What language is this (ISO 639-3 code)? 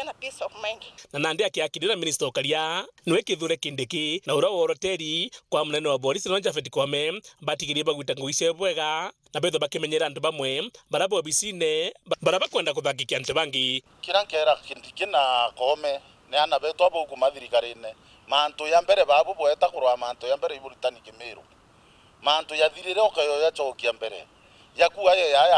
mer